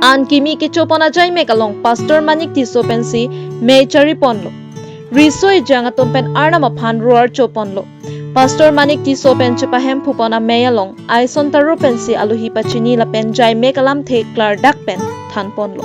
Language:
Karbi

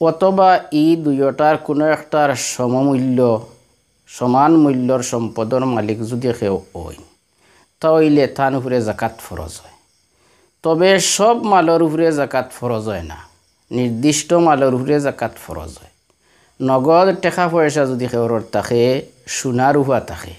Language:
Sylheti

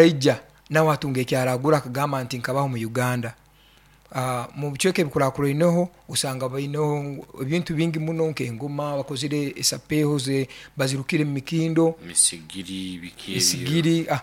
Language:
Nyoro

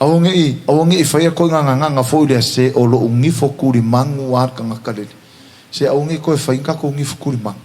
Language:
Samoan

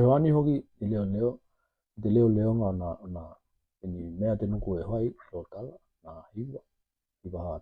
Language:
Tokelau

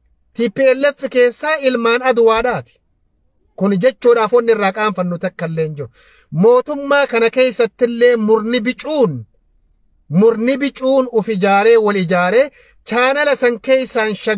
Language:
Oromo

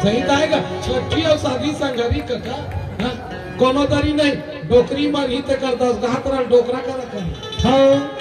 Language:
Chhattisgarhi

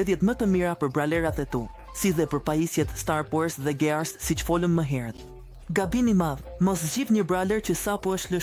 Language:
Albanian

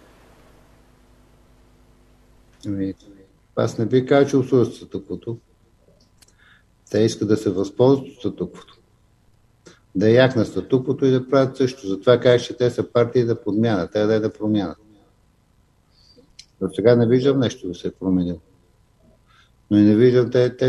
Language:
Bulgarian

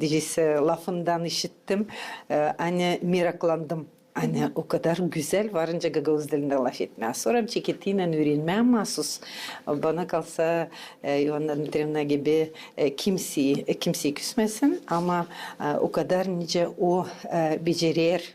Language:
Gagauz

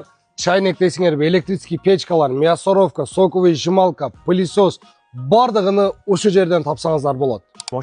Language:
Uzbek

